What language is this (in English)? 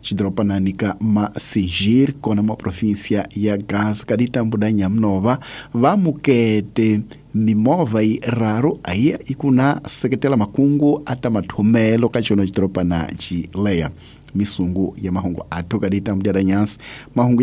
Tsonga